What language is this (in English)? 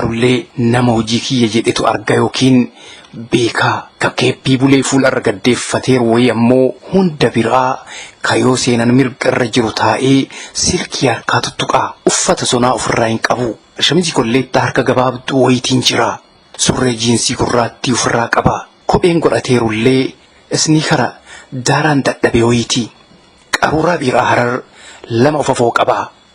Oromo